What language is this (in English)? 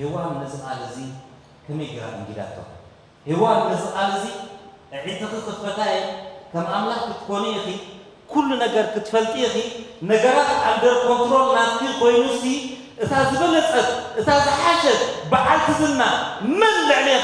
Tigrinya